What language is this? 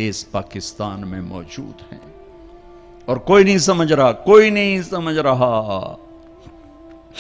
Urdu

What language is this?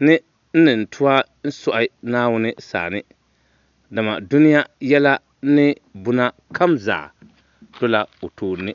Dagbani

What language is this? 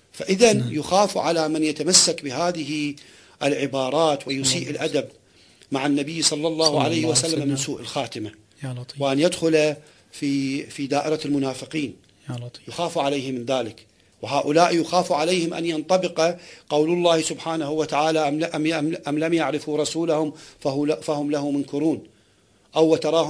Arabic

